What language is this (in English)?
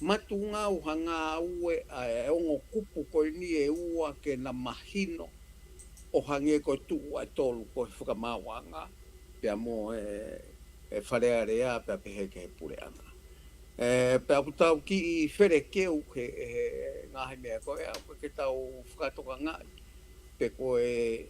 Tongan